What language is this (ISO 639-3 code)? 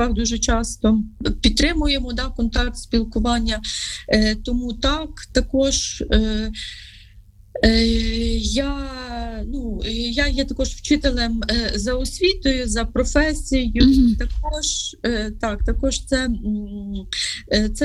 ukr